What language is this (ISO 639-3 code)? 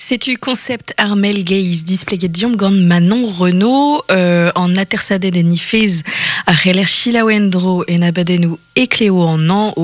bre